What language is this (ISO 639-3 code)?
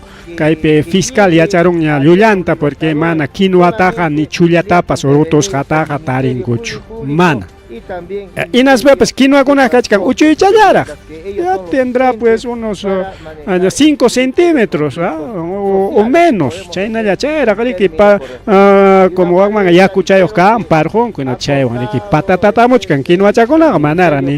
quy